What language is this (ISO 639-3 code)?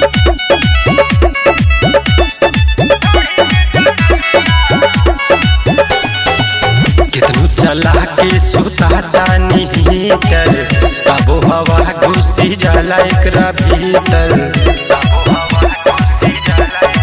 bho